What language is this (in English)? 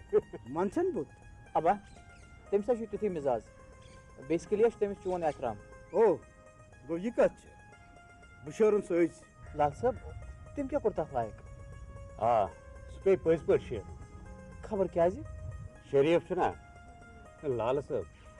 Kashmiri